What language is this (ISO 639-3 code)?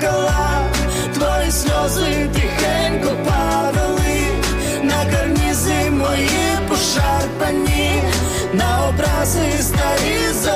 ukr